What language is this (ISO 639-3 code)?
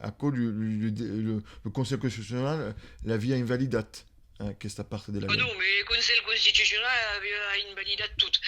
oci